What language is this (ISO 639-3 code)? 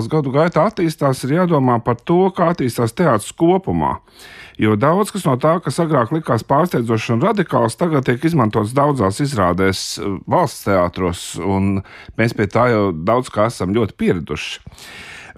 lav